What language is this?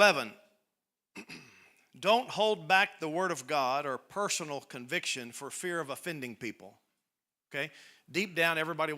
English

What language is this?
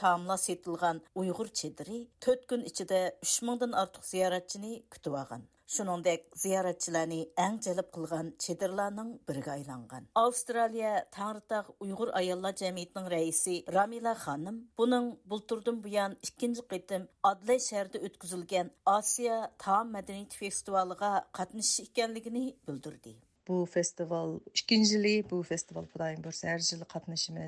Uyghur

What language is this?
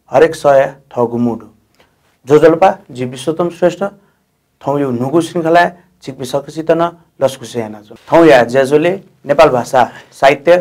Newari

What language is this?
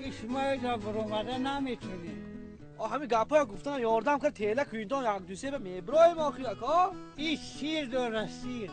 Tajik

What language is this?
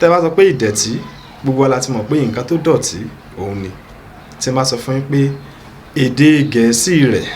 Yoruba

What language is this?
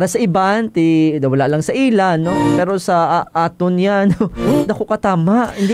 Hiligaynon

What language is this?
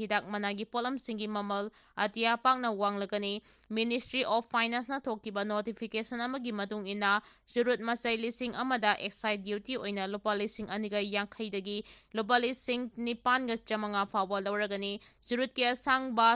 Manipuri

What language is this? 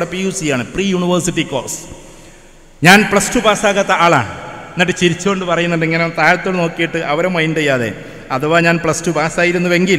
Malayalam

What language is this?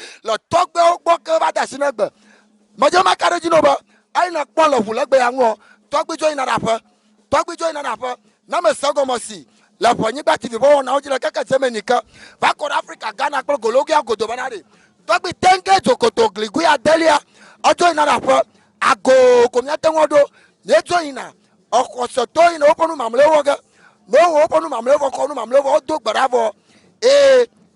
Ewe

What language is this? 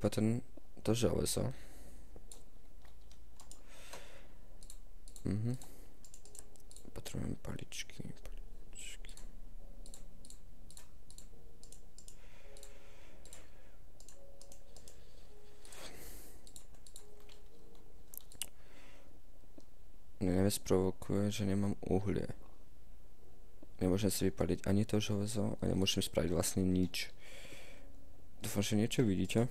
Slovak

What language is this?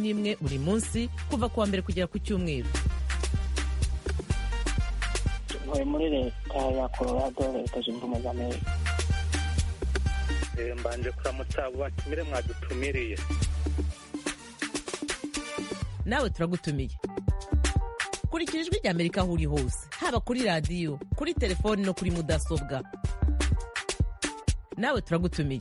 Kinyarwanda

